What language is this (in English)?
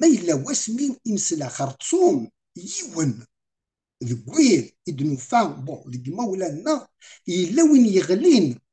Kabyle